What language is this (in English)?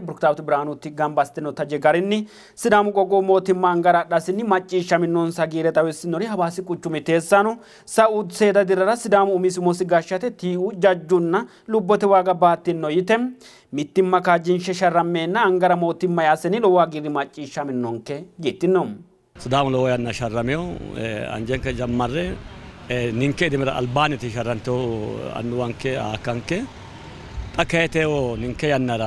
Sidamo